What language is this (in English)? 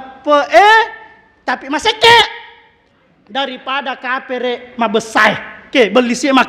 Buginese